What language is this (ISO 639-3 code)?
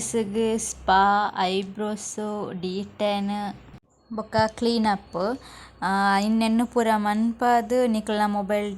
tcy